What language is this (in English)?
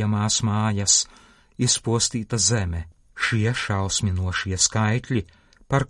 Latvian